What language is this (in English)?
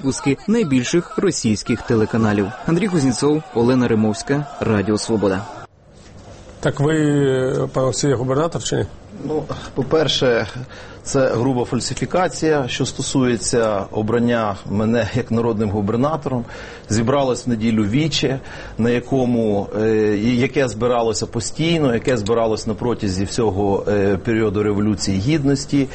Ukrainian